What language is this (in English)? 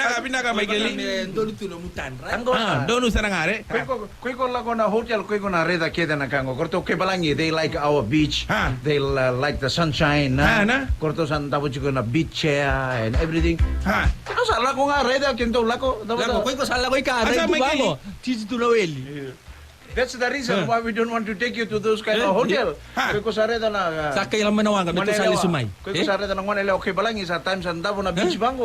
Fijian